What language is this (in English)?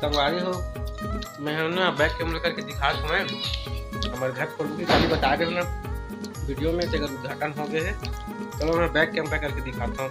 Chhattisgarhi